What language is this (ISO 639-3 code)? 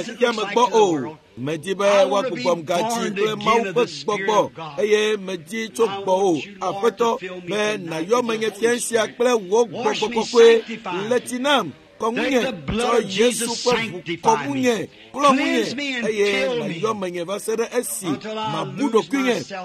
ewe